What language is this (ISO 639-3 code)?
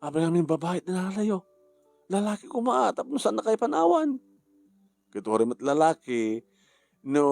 ilo